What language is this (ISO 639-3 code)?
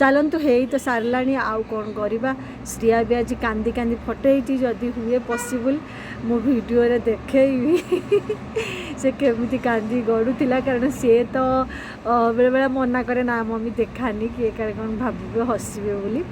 ori